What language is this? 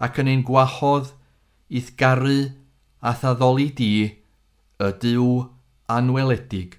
Welsh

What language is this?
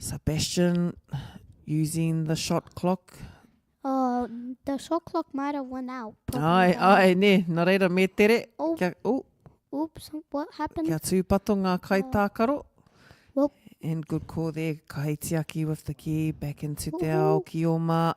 Māori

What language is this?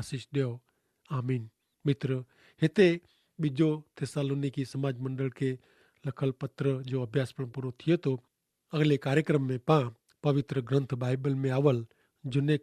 Kachhi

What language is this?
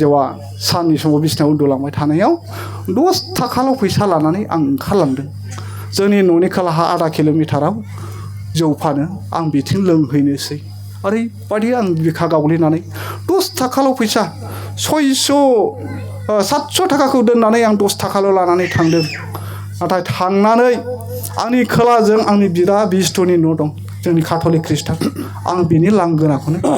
Bodo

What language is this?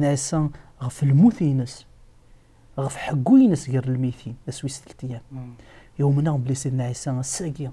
Kabyle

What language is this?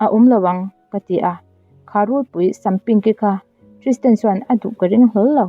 Mizo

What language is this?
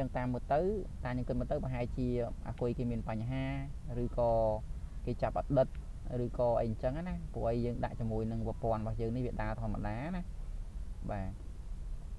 Khmer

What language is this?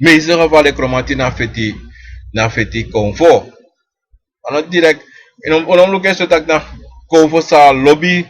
Sranan Tongo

